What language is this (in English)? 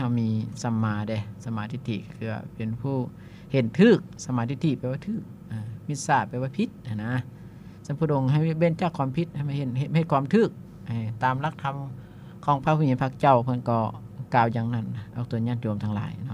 Lao